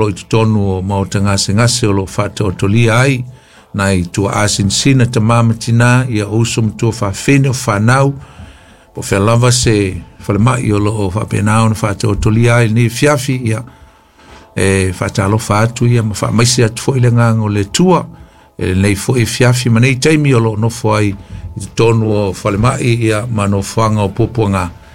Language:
Samoan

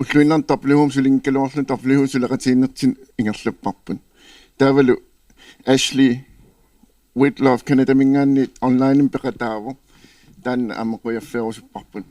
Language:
Kalaallisut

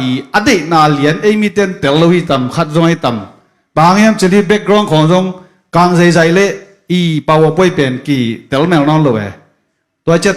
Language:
Tedim Chin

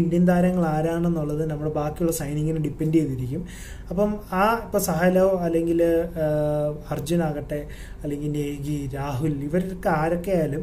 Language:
Malayalam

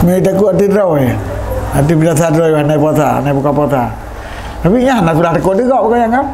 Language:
Achinese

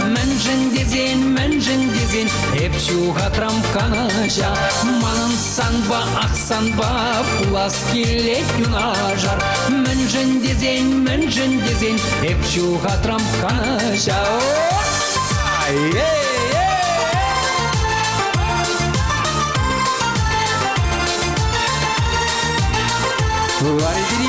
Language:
Chuvash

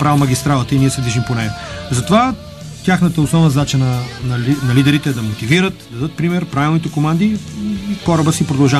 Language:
Bulgarian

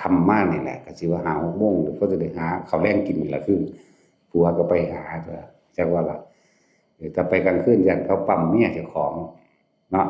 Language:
Northeastern Thai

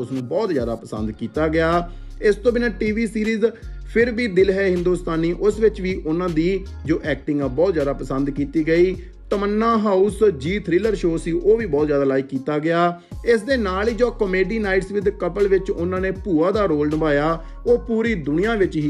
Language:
Punjabi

